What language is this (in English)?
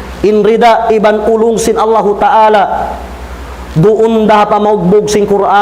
Tausug